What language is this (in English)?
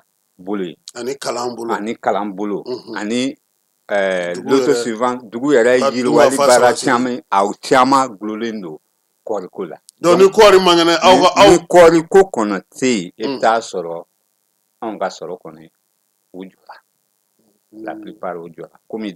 Bambara